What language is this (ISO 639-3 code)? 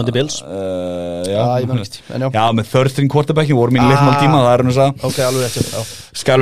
isl